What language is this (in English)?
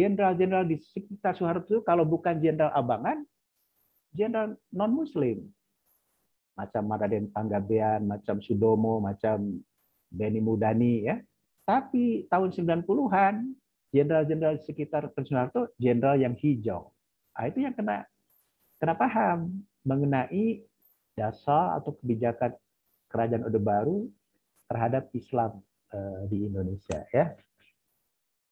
Indonesian